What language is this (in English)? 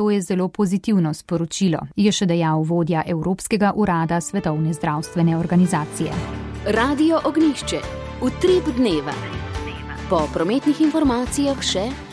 Slovenian